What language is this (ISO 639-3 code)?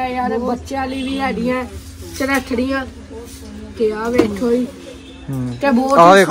pan